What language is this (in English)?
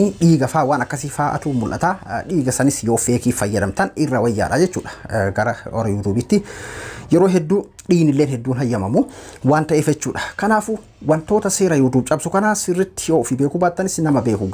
Oromo